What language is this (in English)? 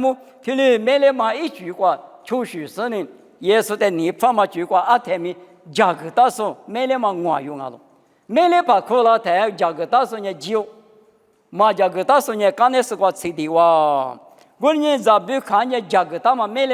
Lisu